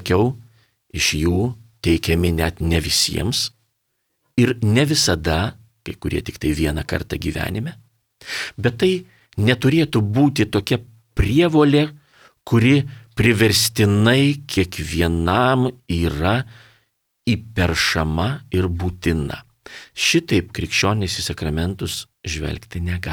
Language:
Lithuanian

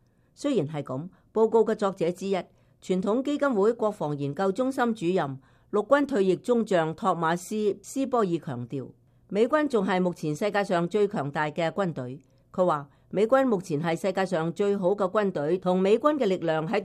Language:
Cantonese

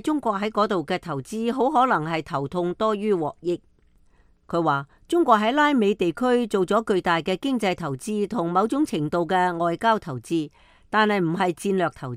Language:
Cantonese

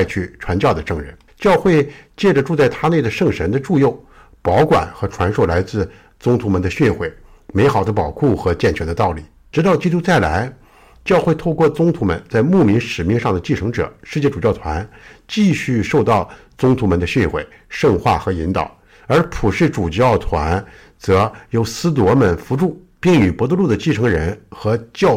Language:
Chinese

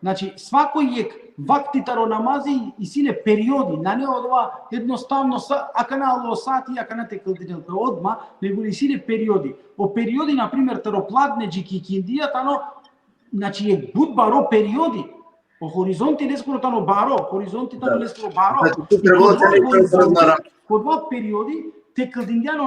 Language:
Balkan Romani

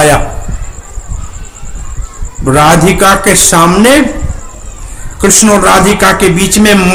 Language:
Hindi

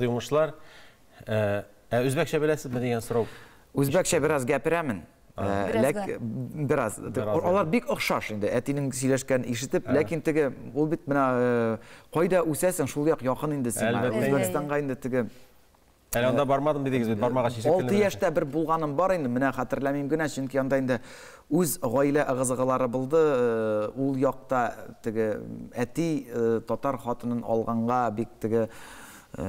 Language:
Tatar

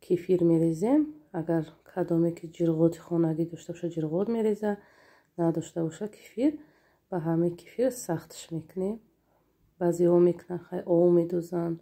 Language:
Tajik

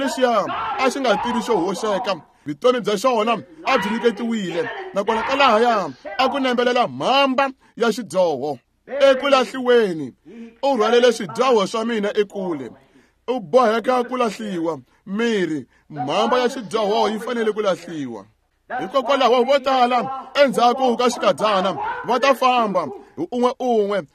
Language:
Tsonga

